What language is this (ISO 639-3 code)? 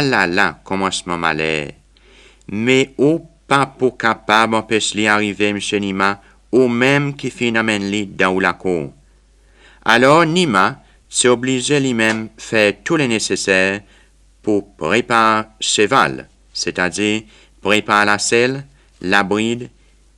crs